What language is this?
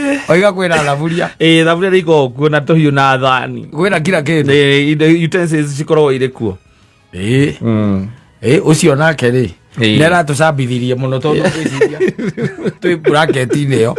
Kikuyu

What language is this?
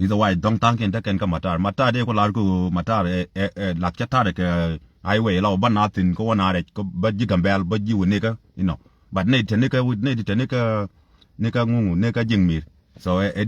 Nuer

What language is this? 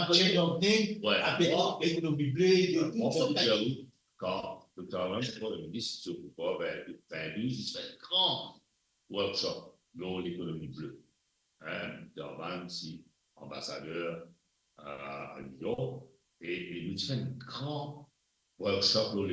Morisyen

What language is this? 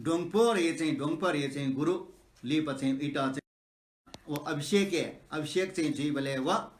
Newari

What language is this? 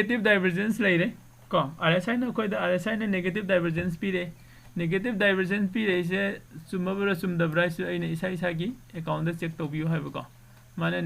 Manipuri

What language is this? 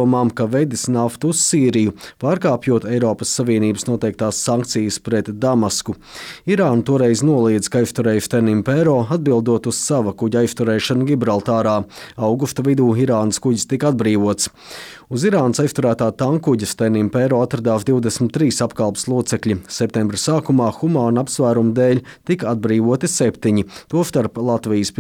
Latvian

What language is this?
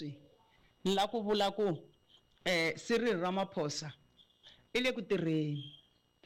Tsonga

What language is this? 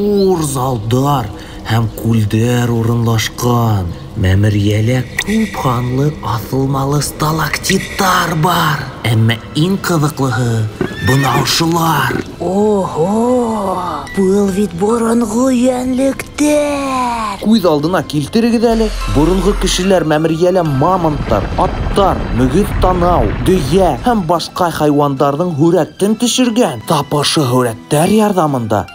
Bashkir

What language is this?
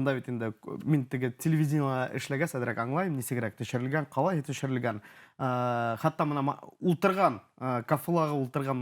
Bashkir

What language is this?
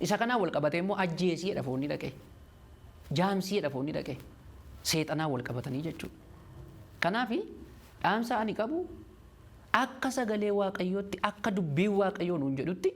Oromo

